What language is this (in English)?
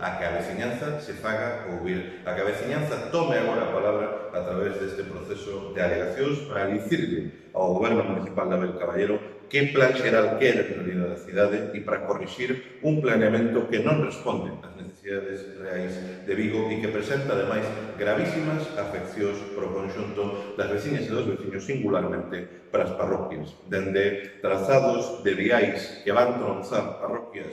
Galician